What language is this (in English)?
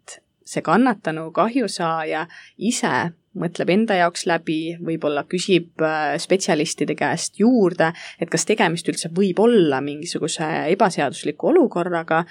Estonian